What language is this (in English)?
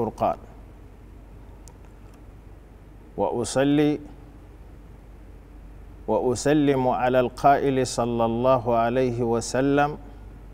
Arabic